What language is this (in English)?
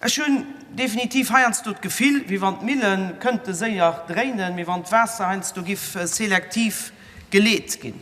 Luxembourgish